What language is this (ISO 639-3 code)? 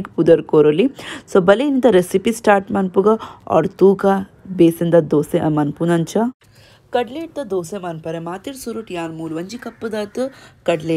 tcy